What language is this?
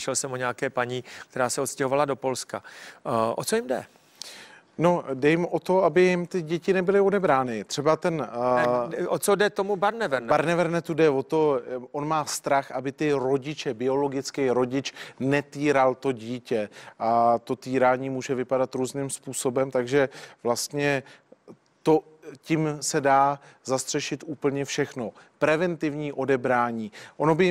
Czech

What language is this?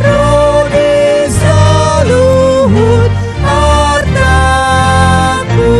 Batak Toba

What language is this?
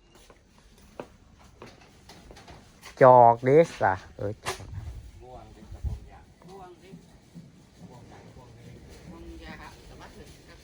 Northeastern Thai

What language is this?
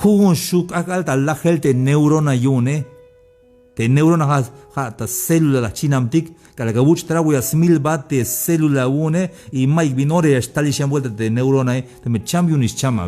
Tzeltal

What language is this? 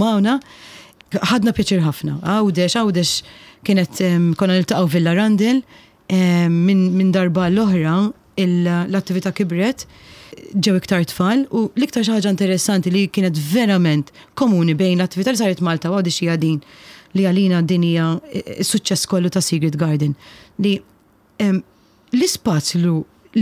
Maltese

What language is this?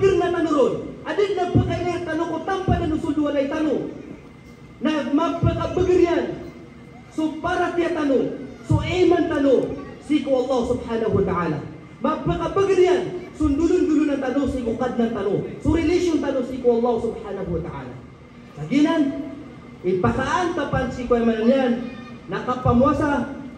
Maranao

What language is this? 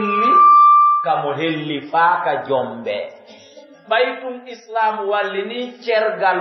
Pular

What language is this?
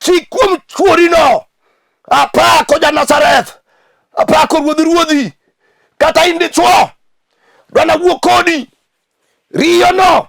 Luo (Kenya and Tanzania)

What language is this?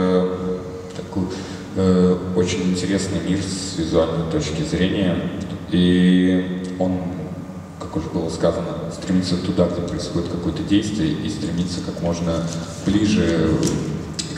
Russian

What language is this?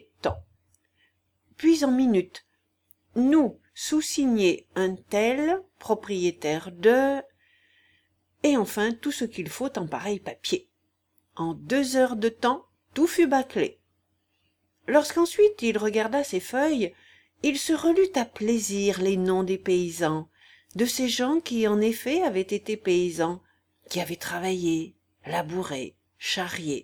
French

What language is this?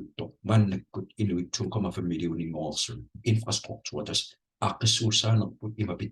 Kalaallisut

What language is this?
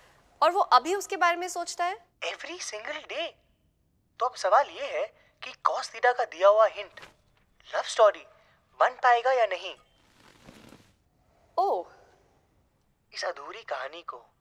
Hindi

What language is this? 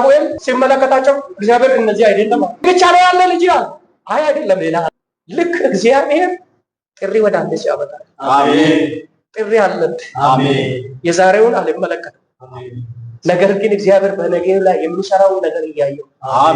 Amharic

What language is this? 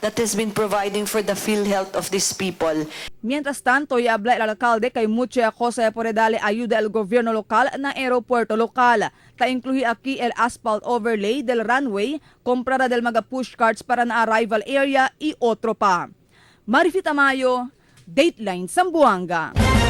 Chavacano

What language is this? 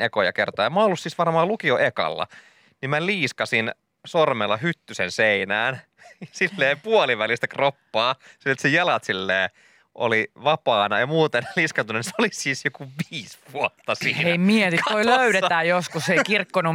Finnish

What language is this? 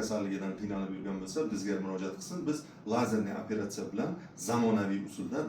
Uzbek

